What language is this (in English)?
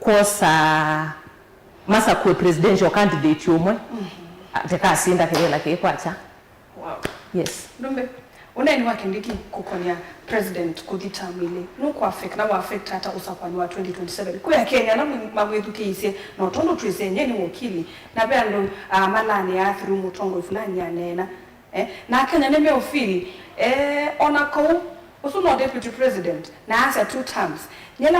Kamba